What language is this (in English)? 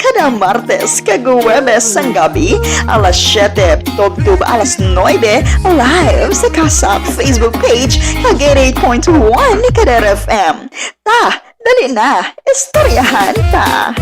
Hiligaynon